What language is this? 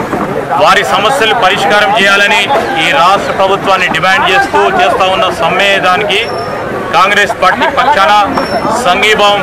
Telugu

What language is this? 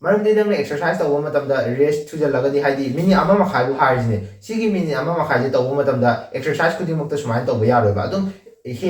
Manipuri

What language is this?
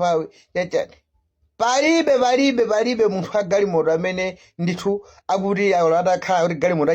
Nyanja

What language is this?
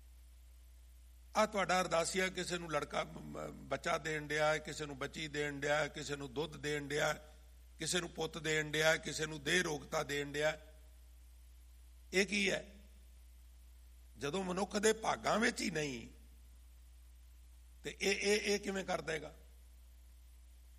Punjabi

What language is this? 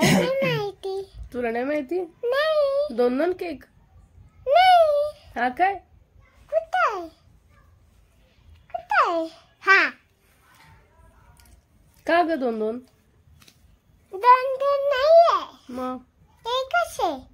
Marathi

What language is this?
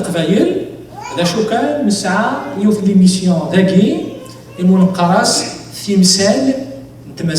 Kabyle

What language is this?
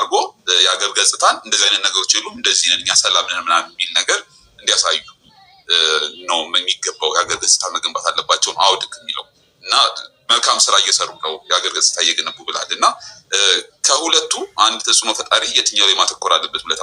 Amharic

